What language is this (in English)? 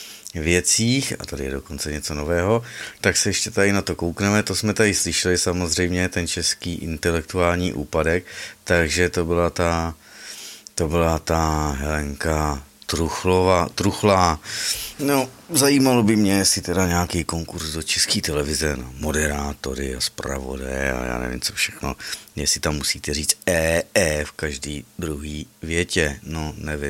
Czech